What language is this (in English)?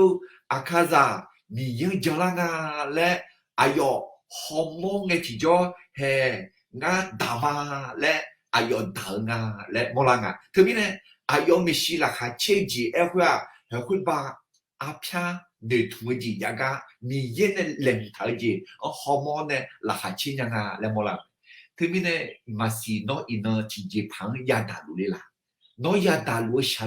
Akha